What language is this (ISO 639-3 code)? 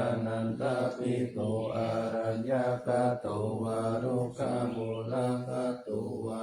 pli